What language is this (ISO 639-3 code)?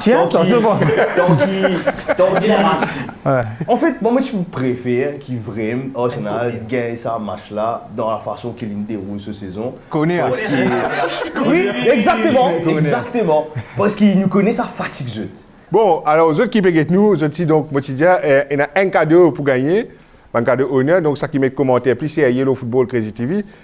mfe